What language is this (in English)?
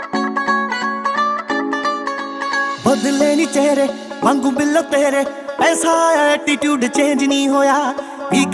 Punjabi